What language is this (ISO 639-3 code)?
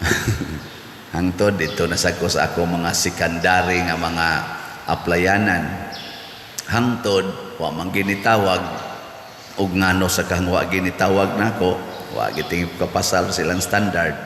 ceb